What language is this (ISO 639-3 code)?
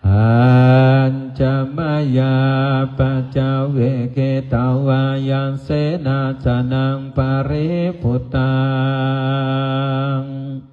pli